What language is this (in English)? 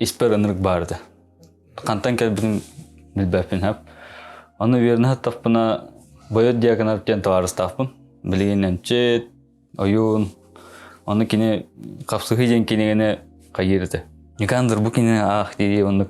Yakut